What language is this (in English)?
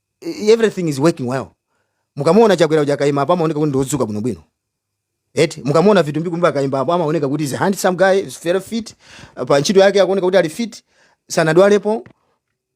Nyanja